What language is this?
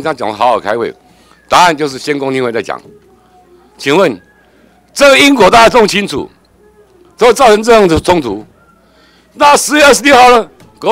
Chinese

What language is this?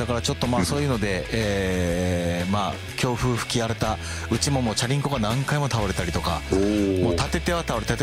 Japanese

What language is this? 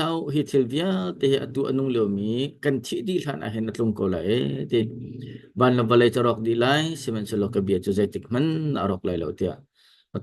Hakha Chin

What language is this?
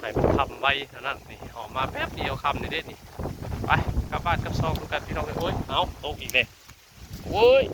Northeastern Thai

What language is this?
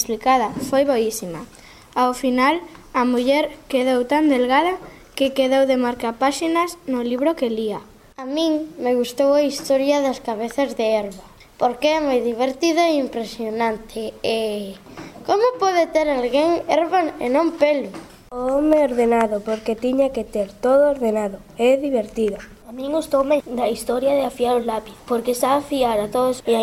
Galician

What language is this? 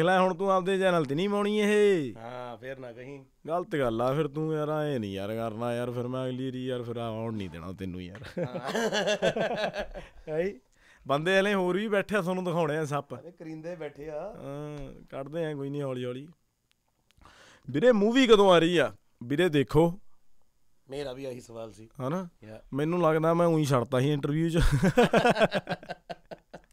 Punjabi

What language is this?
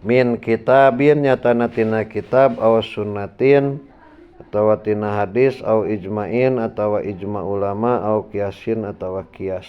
Sundanese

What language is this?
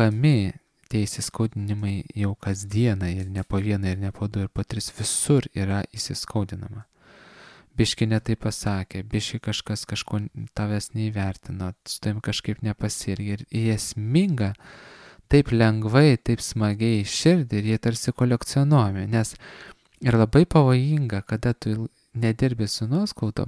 Lithuanian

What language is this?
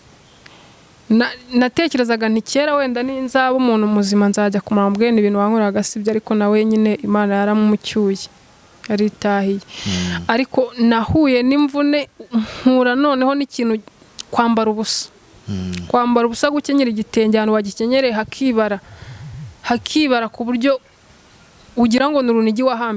Kinyarwanda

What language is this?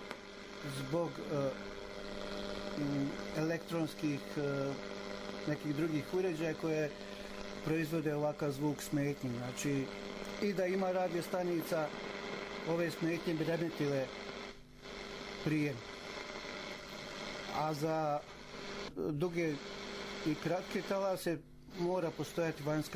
Bosnian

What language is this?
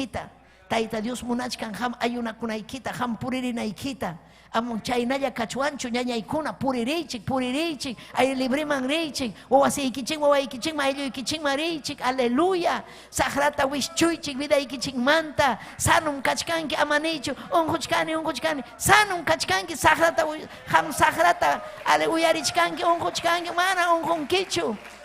Ayacucho Quechua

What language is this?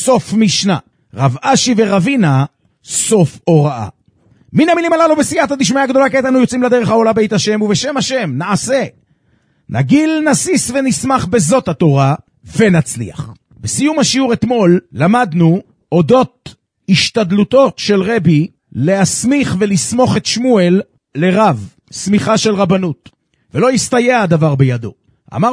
Hebrew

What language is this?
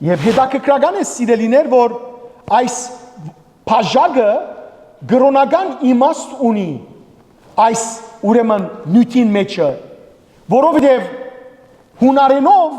Western Armenian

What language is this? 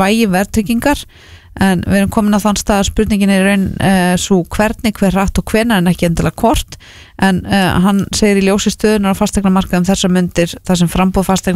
Icelandic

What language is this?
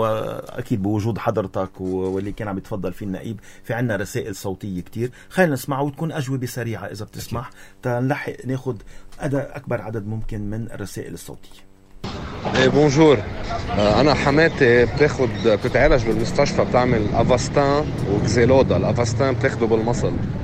North Levantine Arabic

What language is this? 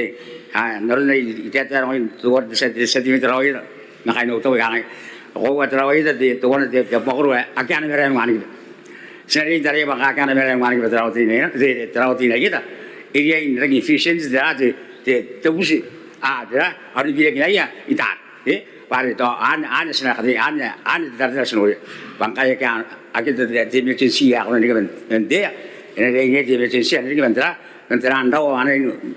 Gilbertese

